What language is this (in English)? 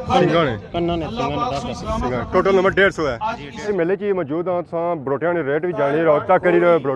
Pahari-Potwari